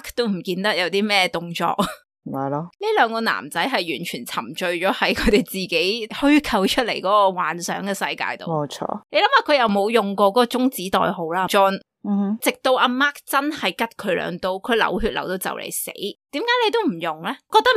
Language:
Cantonese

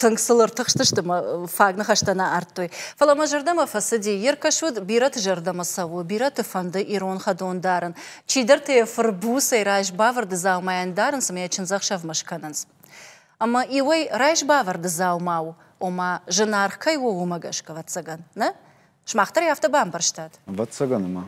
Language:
Ossetic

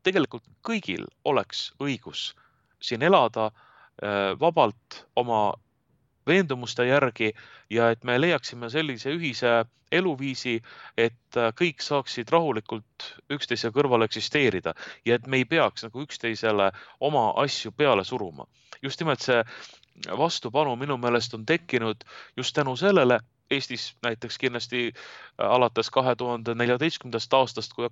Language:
Estonian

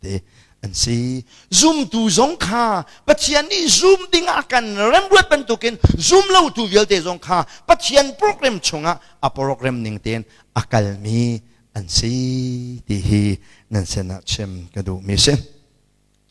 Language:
Hakha Chin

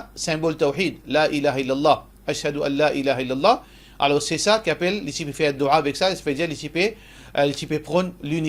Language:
Morisyen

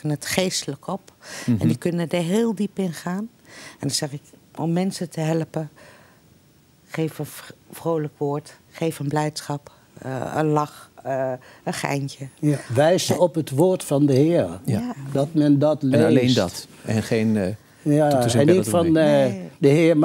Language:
Dutch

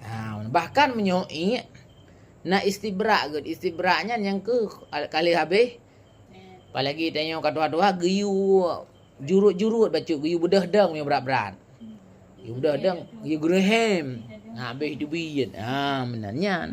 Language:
Achinese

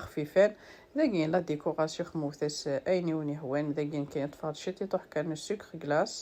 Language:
Kabyle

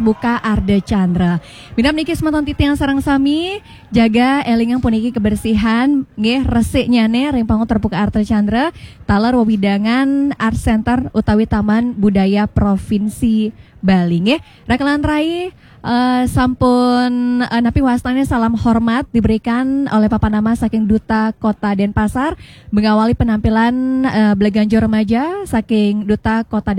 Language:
Balinese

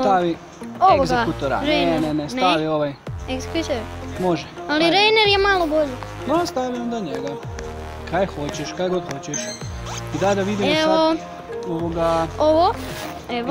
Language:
Croatian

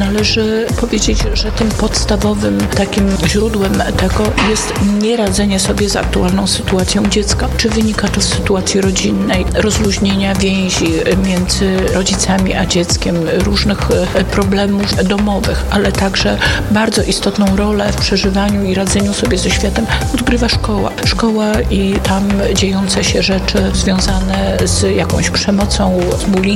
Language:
Polish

